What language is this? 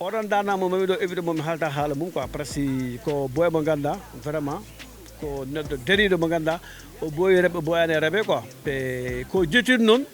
Fula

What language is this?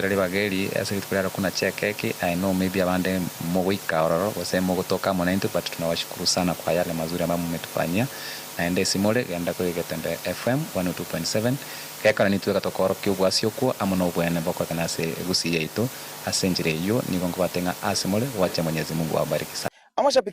Gusii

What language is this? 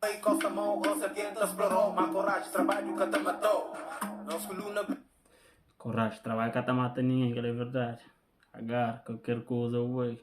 Kabuverdianu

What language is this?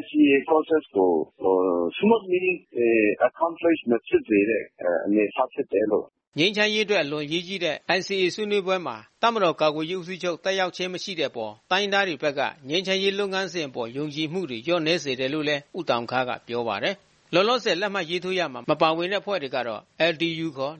Burmese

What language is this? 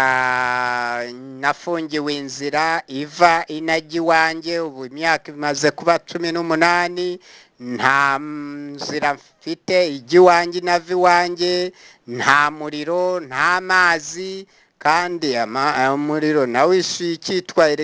Kinyarwanda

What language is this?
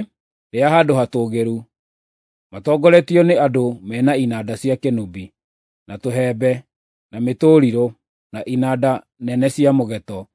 Kikuyu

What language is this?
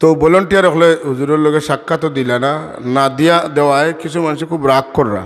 Sylheti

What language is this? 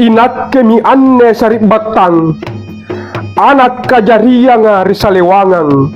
Makasar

